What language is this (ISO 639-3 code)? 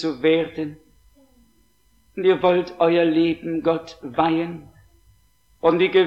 deu